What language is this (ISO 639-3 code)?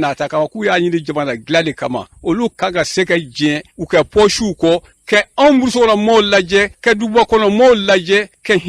bam